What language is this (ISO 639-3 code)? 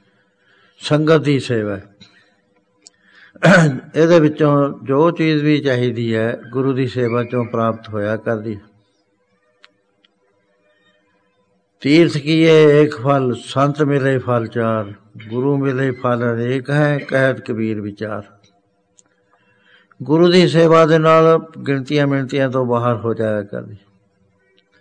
pan